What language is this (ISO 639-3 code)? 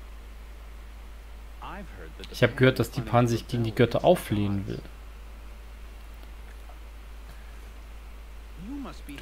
deu